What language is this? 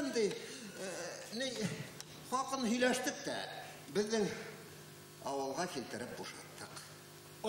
Bashkir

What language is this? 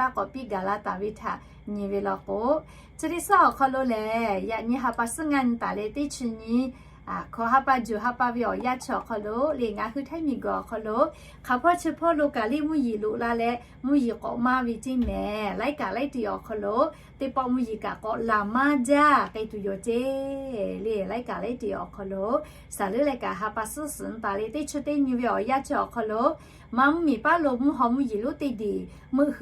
Lahu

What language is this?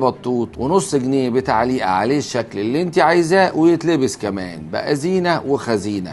Egyptian Arabic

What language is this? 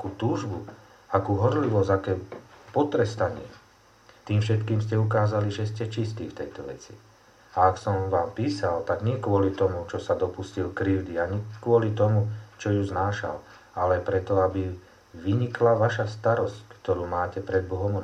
Slovak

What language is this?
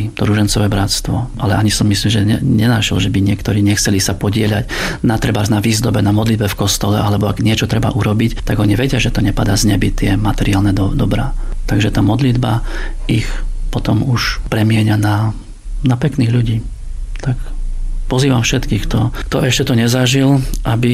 Slovak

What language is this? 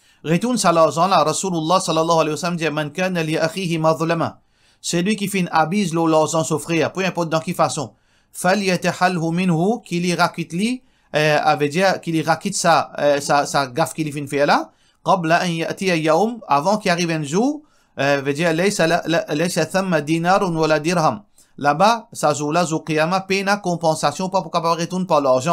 Morisyen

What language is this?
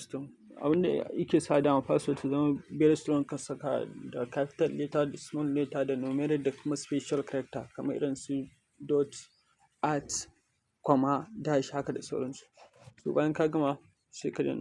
Hausa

